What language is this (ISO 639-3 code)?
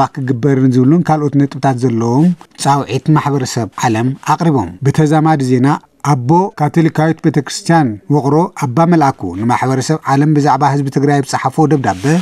tir